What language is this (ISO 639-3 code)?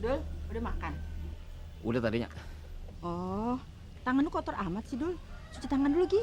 bew